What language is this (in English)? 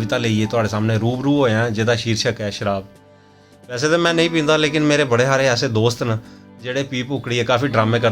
Dogri